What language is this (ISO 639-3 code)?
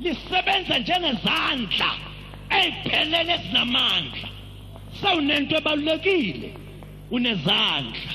zul